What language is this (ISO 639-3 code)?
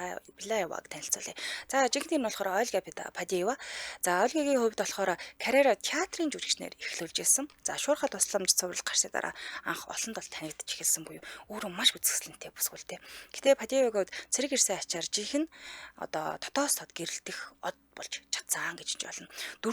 mon